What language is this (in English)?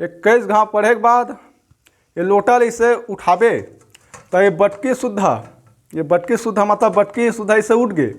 Chhattisgarhi